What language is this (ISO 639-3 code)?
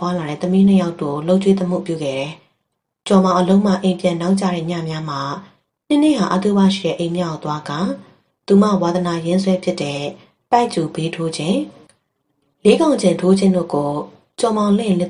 mya